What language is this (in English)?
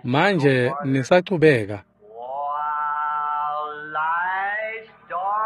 Swati